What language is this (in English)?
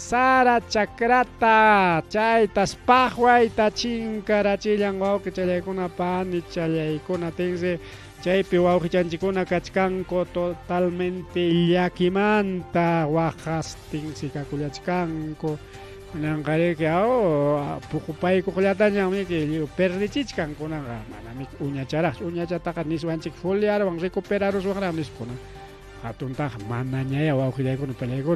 Ayacucho Quechua